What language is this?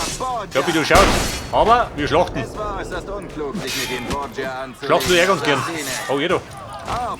Bavarian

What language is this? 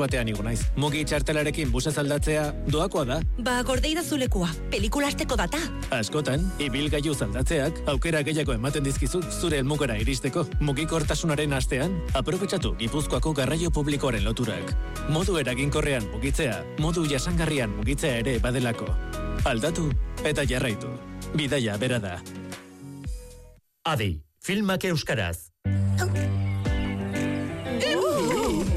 Basque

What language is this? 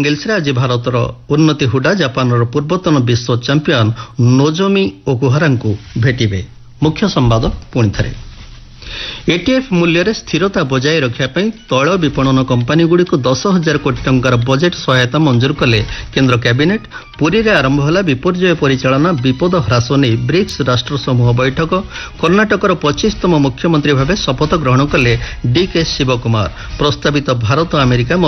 Odia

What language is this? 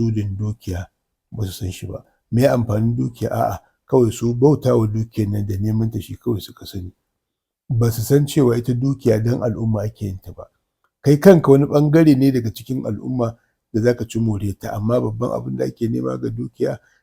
Hausa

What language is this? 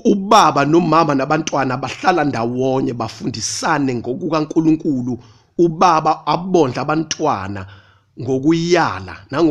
Zulu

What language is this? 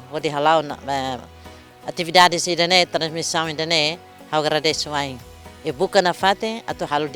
Tetum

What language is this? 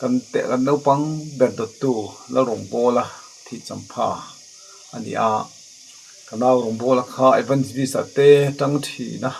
Mizo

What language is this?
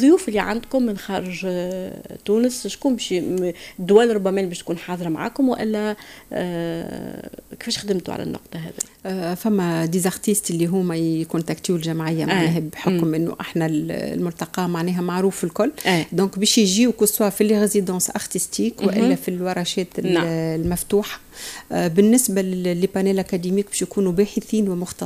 Tunisian Arabic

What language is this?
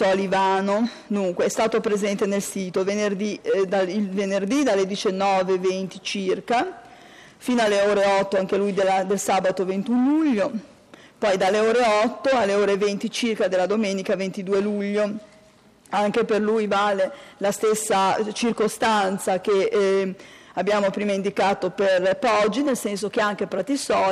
Italian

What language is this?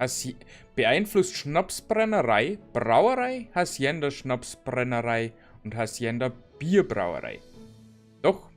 Bavarian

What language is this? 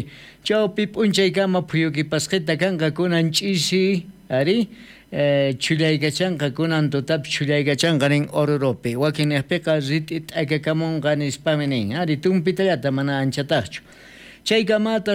South Bolivian Quechua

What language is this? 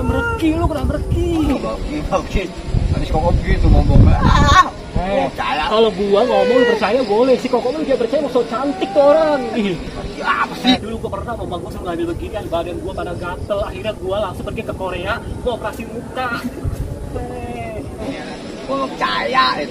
Betawi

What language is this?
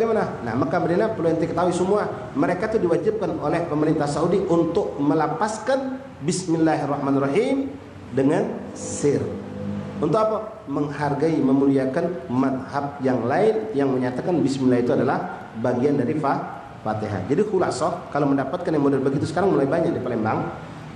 Musi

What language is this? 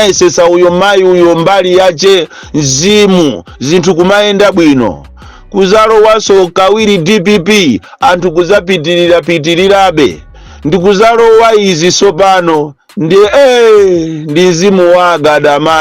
Nyanja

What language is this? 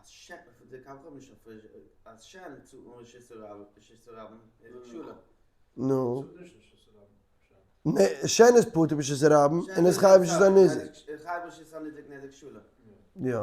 Yiddish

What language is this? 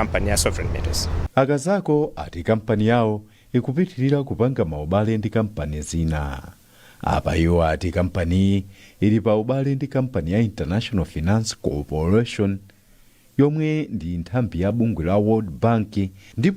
Nyanja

